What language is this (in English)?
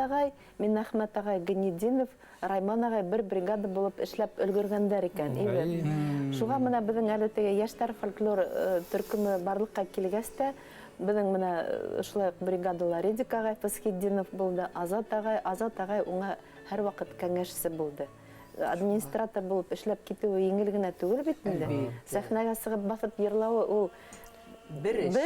Bashkir